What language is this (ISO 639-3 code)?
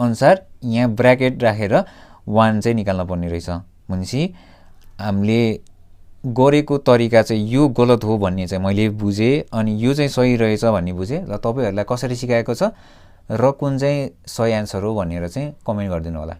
nep